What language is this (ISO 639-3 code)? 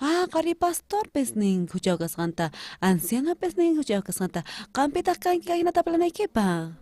quh